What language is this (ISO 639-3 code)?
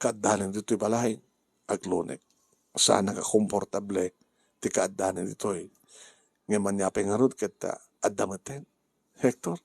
ilo